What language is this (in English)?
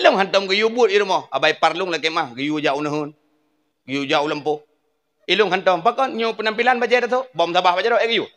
Achinese